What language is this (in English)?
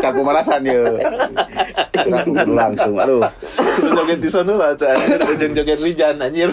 Sundanese